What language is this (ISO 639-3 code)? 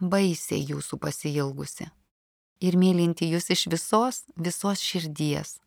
lit